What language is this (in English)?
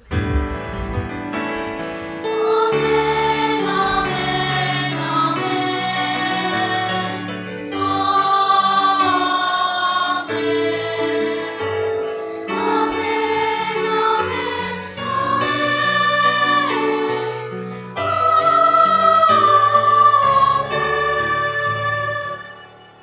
Filipino